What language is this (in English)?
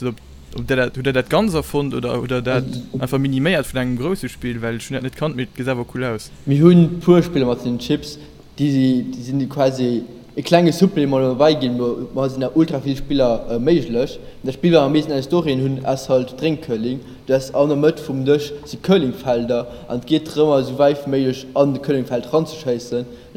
Luxembourgish